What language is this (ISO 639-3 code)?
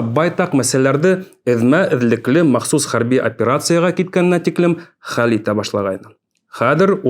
bak